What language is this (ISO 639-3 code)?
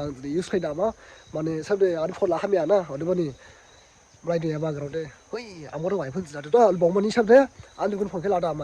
dis